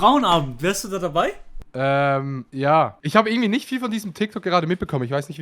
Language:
Swiss German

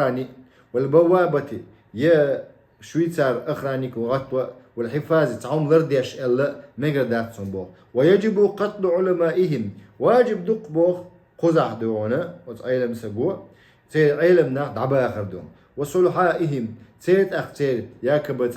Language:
Chechen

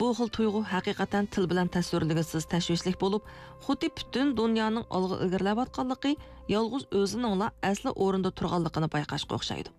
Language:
Uyghur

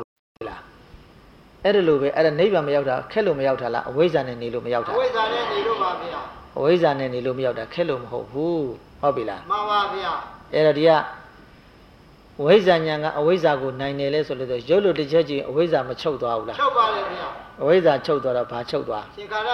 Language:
Burmese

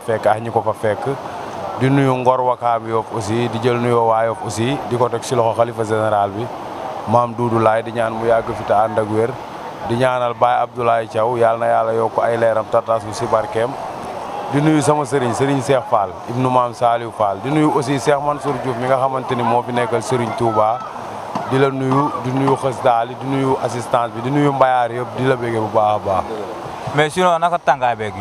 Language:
Wolof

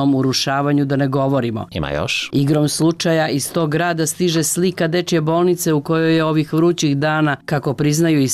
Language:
Serbian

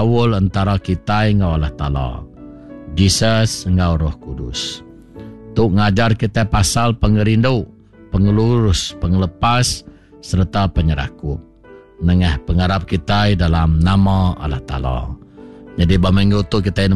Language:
Iban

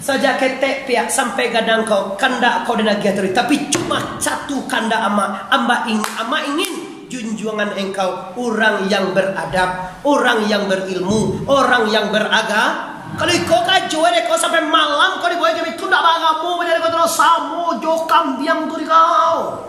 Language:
Minangkabau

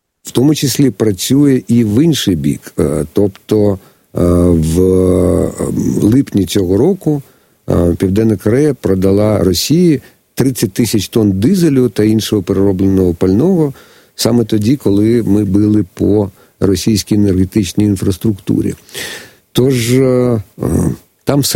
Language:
Ukrainian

